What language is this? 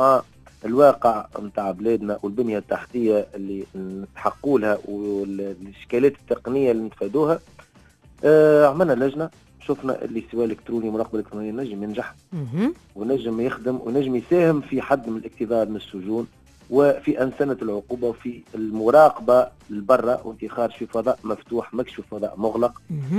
Tunisian Arabic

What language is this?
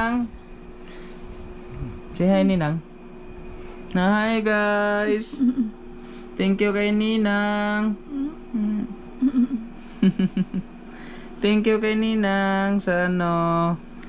Filipino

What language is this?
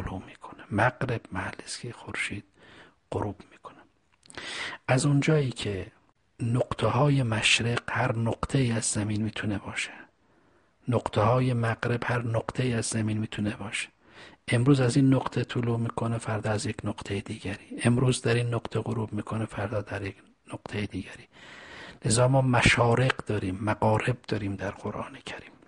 Persian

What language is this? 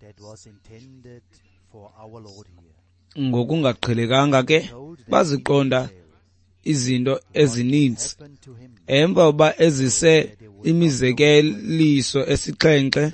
Xhosa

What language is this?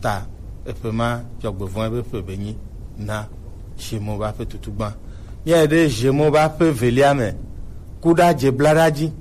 Gen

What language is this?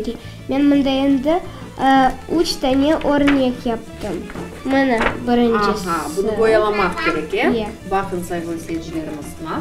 Crimean Tatar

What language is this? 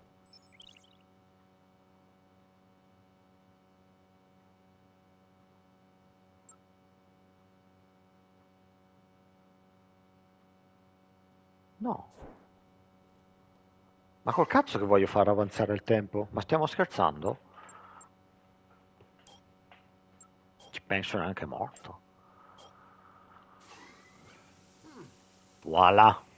Italian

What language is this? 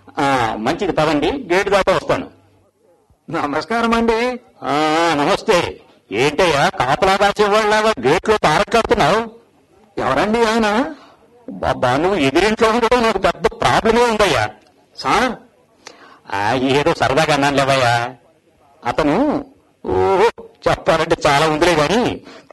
Telugu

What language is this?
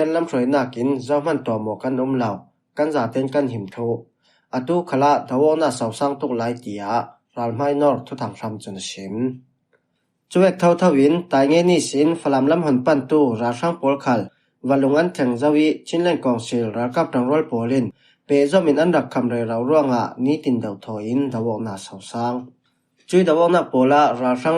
Falam Chin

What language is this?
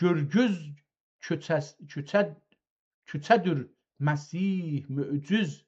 South Azerbaijani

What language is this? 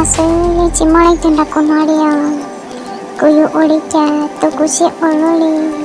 Hmong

